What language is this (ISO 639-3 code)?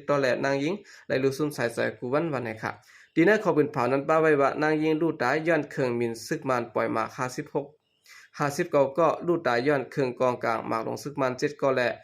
shn